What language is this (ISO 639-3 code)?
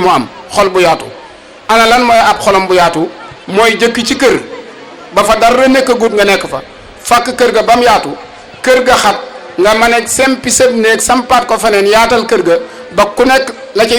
wol